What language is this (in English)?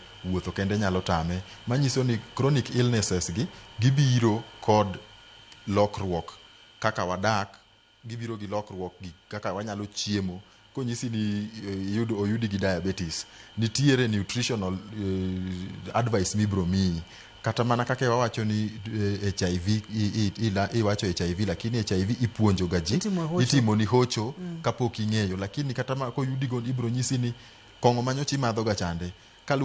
Luo (Kenya and Tanzania)